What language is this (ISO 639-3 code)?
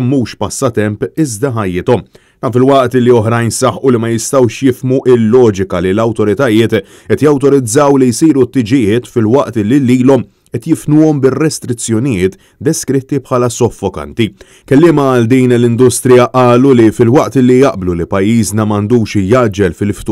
mlt